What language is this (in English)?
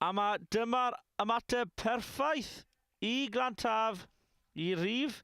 Welsh